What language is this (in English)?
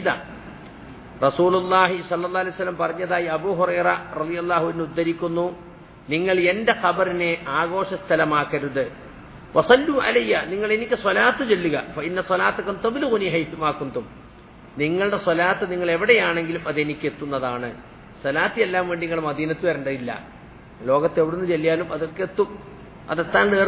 Malayalam